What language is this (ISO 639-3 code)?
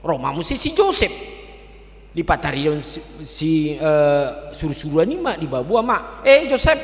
bbc